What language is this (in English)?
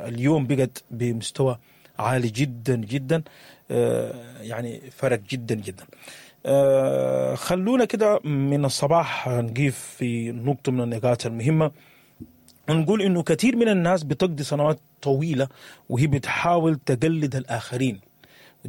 Sudanese Arabic